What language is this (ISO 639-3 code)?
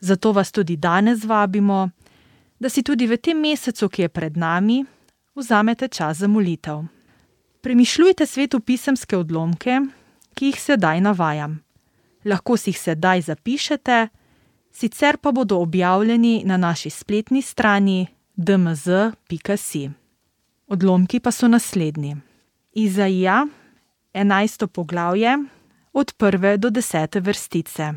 slv